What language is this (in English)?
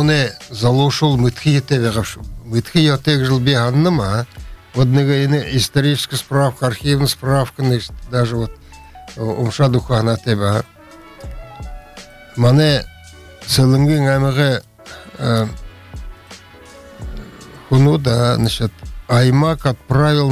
Buriat